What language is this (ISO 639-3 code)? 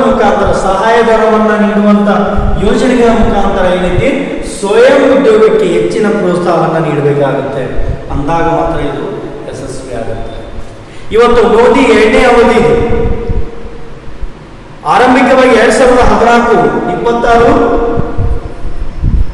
kan